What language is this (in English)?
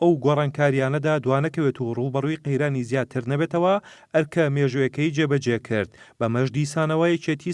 Central Kurdish